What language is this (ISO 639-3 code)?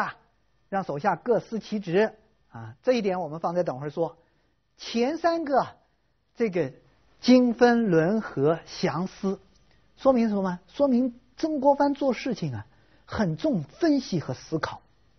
zho